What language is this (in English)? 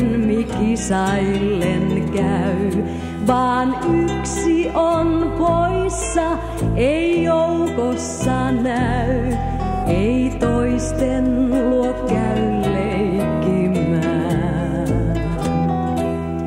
Finnish